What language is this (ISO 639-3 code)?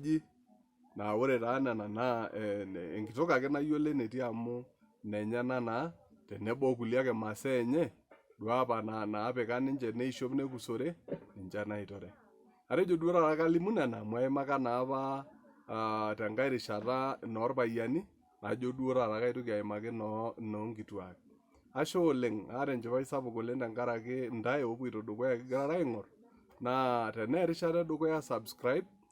mas